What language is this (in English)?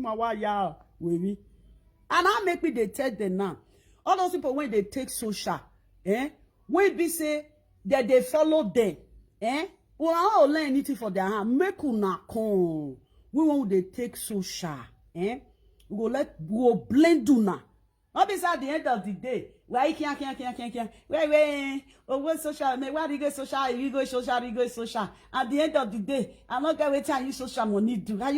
Nigerian Pidgin